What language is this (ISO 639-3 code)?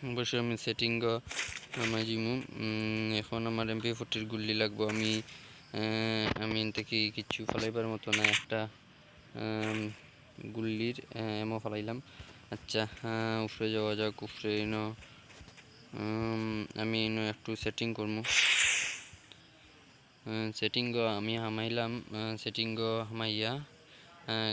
syl